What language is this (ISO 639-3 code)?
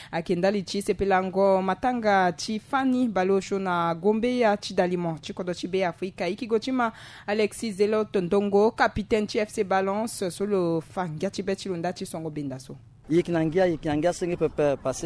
sag